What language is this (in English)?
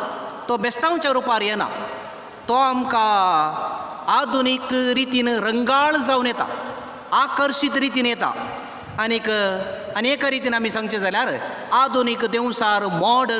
Konkani